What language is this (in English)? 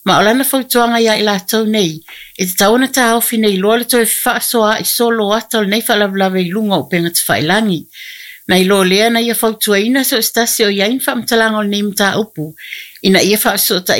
Samoan